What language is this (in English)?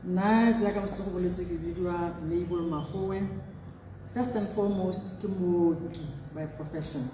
Tswana